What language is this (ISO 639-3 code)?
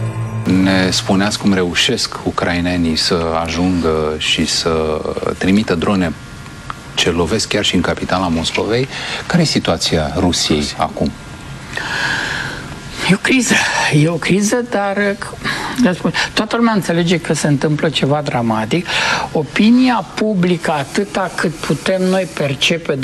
ron